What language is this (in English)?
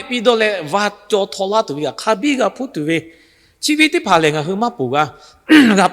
Lahu